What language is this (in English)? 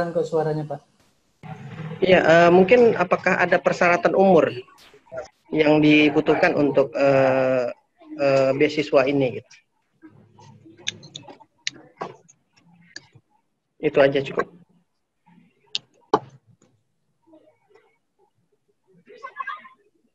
Indonesian